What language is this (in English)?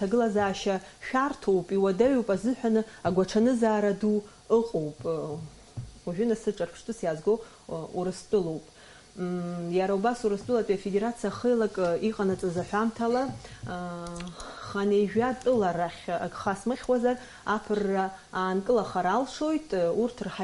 Abkhazian